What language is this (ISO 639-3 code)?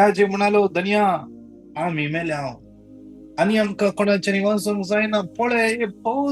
kok